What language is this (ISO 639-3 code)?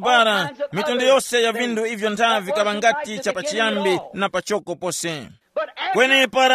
tum